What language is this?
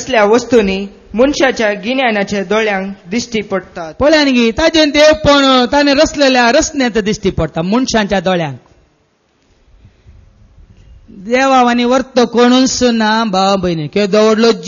Konkani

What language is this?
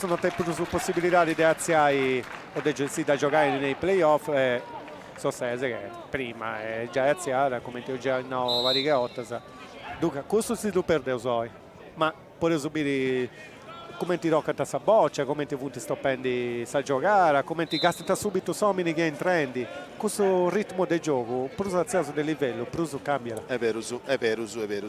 Sardinian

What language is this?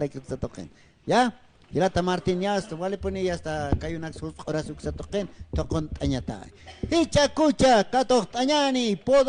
Aymara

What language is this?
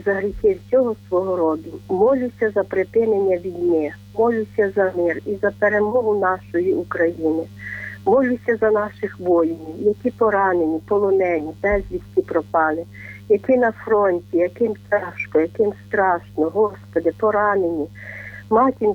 Ukrainian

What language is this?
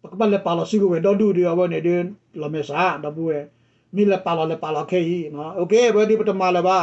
S'gaw Karen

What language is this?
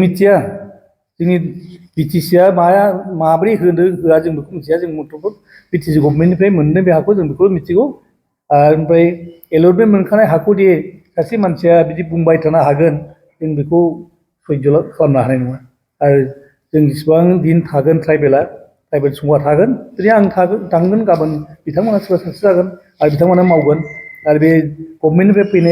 Bodo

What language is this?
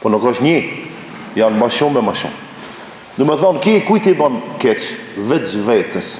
Albanian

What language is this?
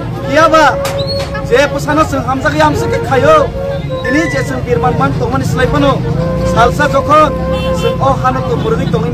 Kok Borok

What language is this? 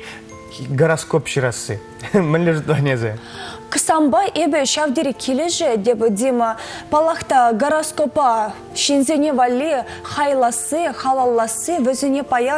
Chuvash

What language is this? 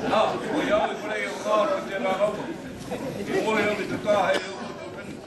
Māori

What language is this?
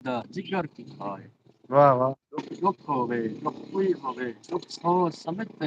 Saraiki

